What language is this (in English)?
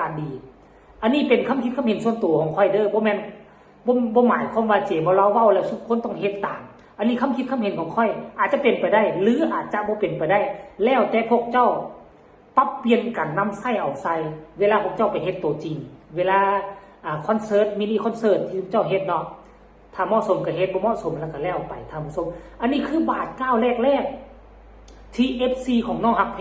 Northeastern Thai